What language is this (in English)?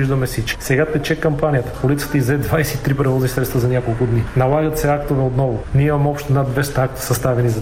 Bulgarian